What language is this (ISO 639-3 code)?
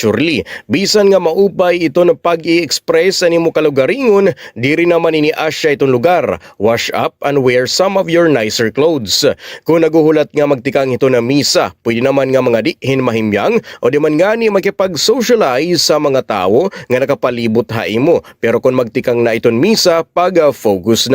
war